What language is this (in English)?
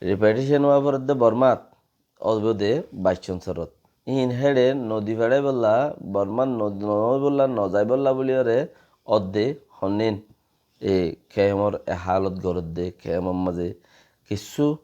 Rohingya